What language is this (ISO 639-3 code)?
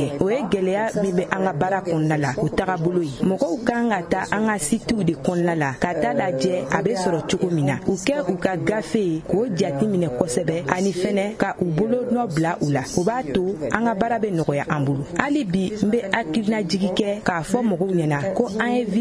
bam